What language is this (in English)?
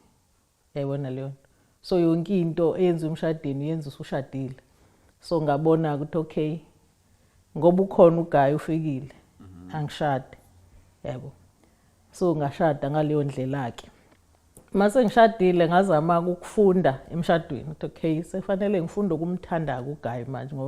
Zulu